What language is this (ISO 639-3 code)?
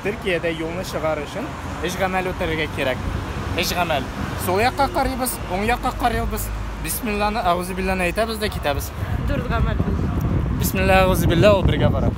tat